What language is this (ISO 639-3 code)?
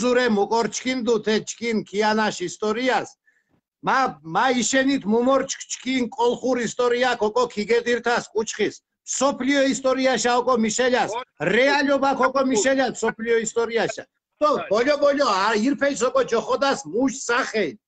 xmf